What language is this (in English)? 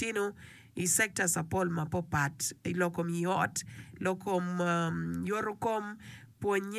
Acoli